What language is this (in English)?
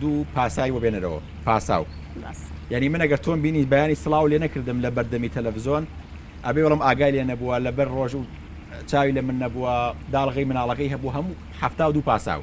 Central Kurdish